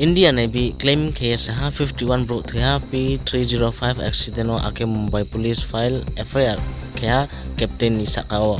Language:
Riang (India)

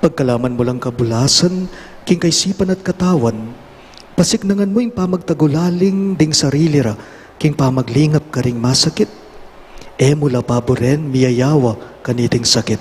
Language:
Pampanga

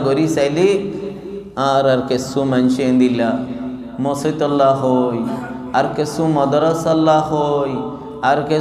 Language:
Rohingya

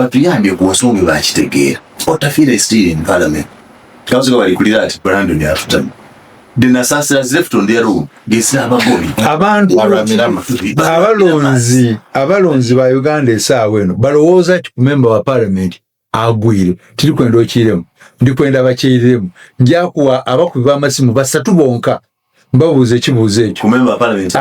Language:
Ganda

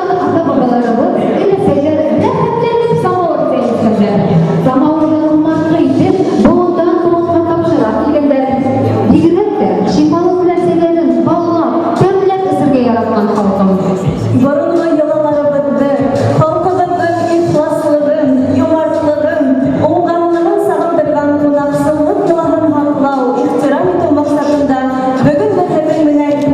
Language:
Bashkir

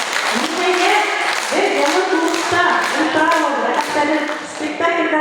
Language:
Bashkir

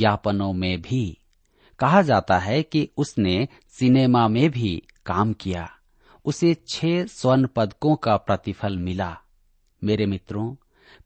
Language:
Hindi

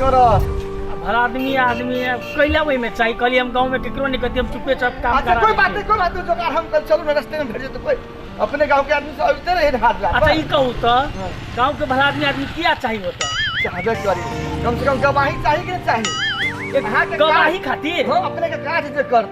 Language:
Maithili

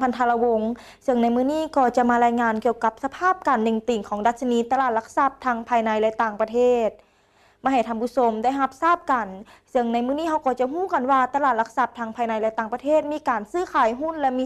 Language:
Lao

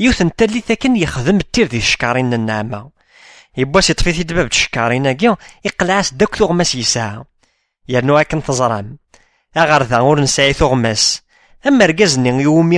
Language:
Kabyle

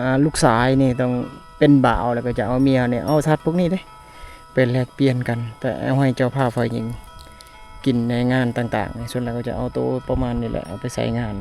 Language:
Lao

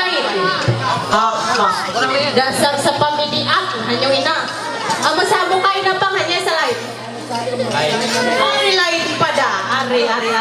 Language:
Ma'anyan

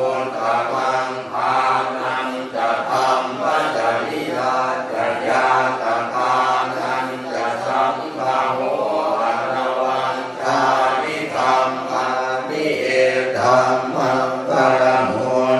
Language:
Pali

